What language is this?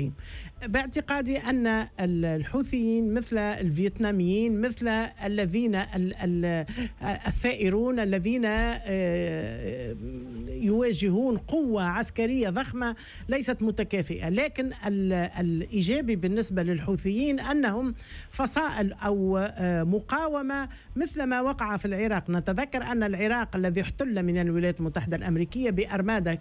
Arabic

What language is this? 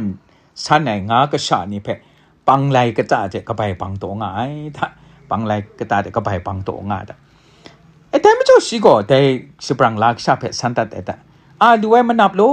Kachin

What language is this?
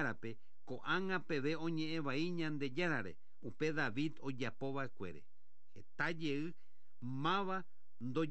Guarani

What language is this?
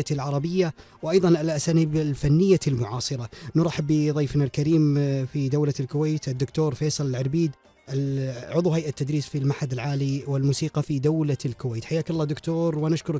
Gulf Arabic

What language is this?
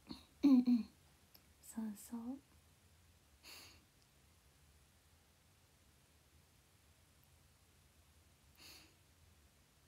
Japanese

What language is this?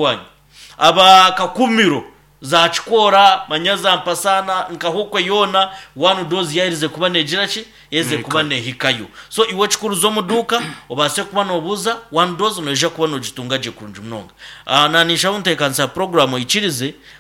Nyankole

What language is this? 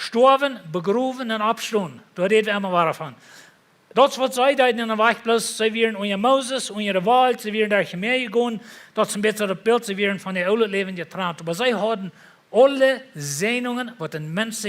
Plautdietsch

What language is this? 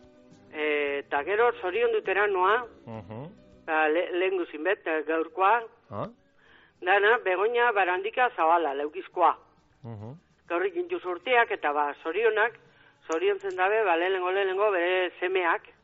Basque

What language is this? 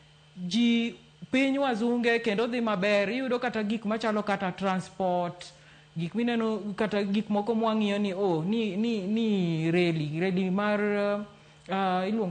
Luo (Kenya and Tanzania)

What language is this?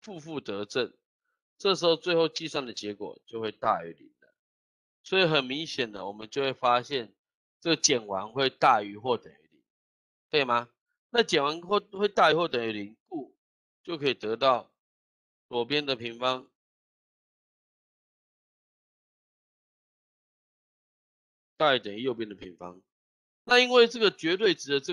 Chinese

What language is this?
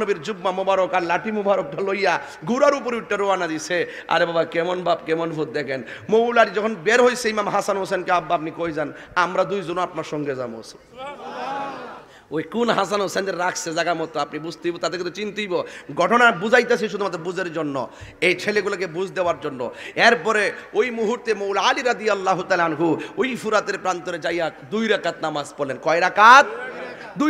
Bangla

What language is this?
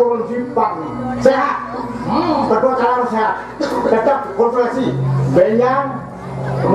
Balinese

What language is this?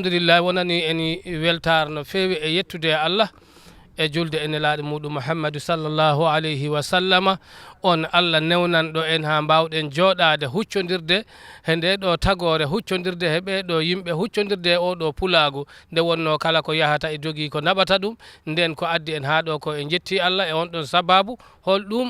Fula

